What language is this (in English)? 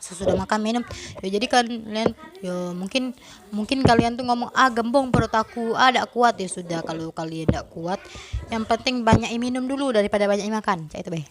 Musi